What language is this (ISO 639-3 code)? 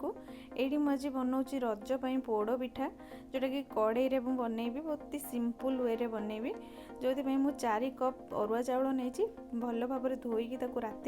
ori